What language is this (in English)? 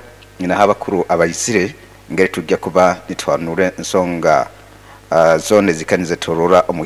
Nyoro